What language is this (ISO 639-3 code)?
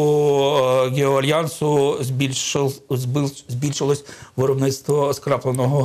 ukr